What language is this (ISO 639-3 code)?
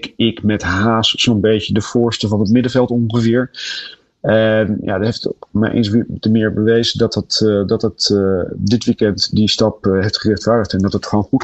nld